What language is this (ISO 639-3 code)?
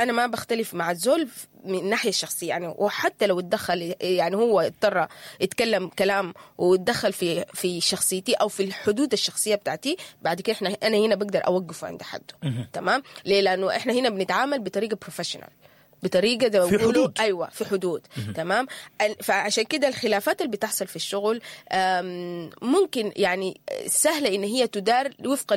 apd